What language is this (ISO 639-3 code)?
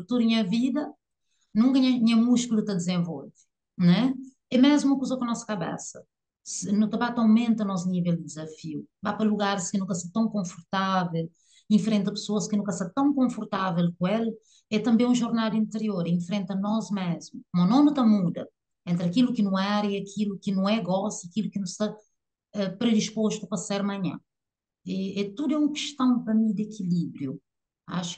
kea